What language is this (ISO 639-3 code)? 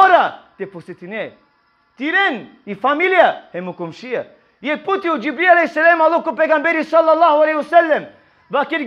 rmn